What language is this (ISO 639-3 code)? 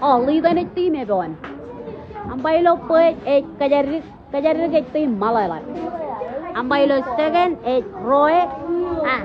mah